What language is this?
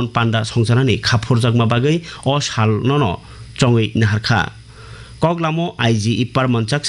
Kok Borok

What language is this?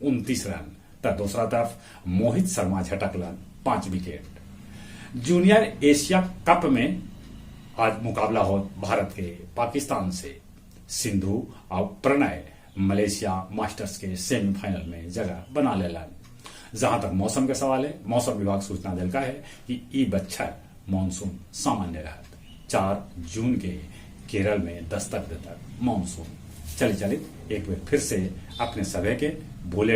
Magahi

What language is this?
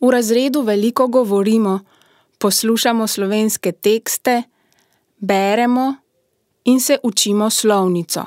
Slovenian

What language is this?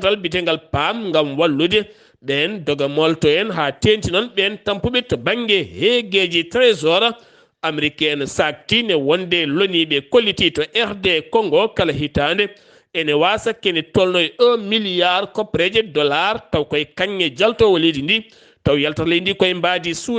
Fula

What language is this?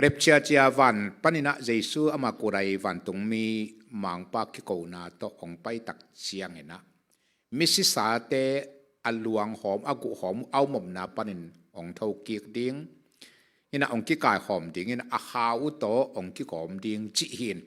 Tedim Chin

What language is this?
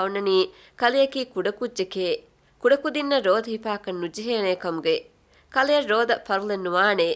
Divehi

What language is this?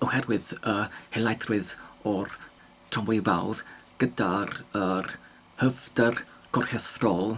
Welsh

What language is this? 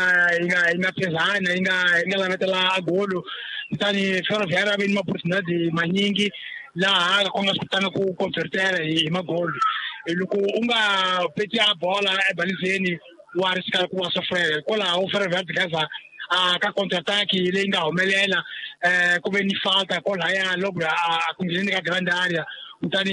Tsonga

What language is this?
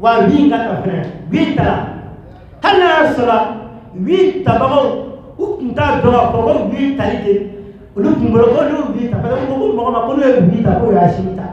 Bambara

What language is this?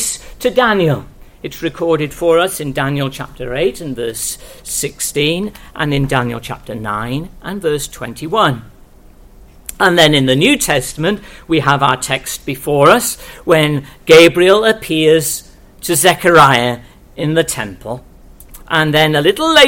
English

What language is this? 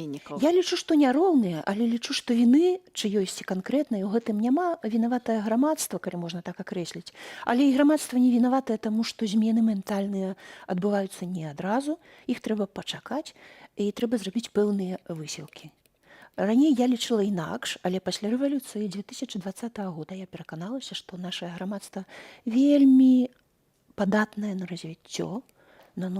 Belarusian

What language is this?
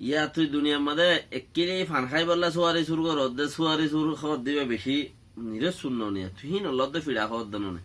Rohingya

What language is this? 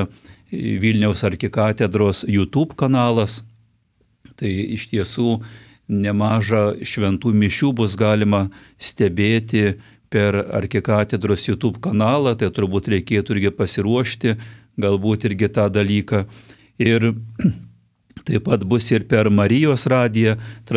Lithuanian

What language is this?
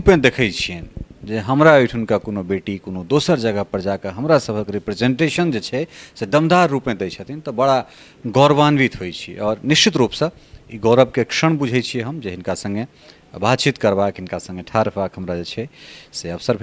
Maithili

